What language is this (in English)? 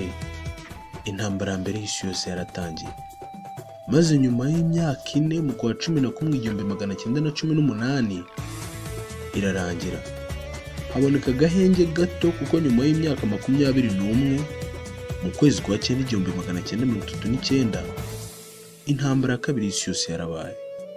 Kinyarwanda